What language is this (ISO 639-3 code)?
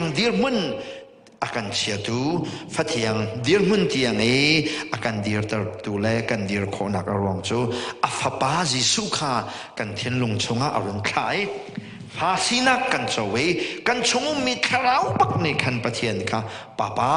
cnh